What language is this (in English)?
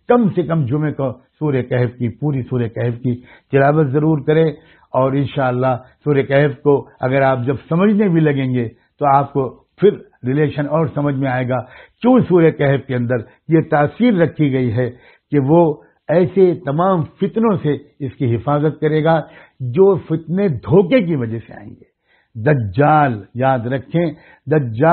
Urdu